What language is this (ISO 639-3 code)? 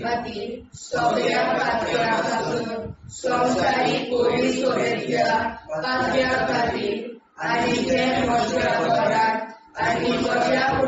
kok